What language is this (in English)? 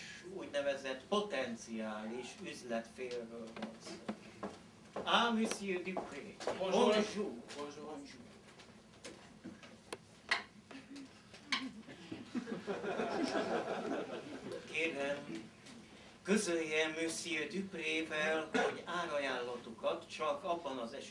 Hungarian